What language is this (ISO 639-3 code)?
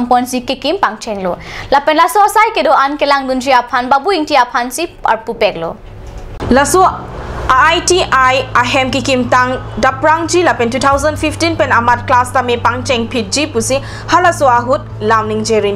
mjw